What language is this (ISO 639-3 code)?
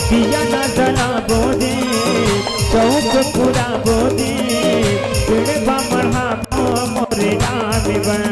hne